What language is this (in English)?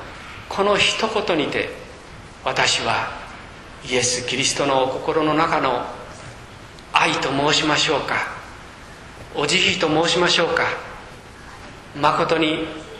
Japanese